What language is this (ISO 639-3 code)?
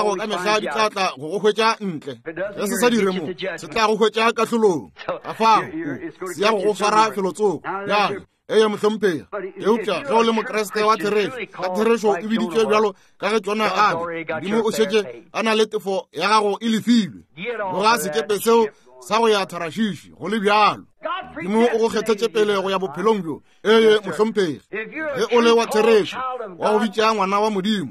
nso